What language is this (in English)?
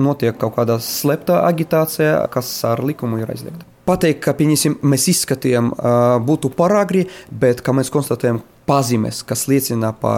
Latvian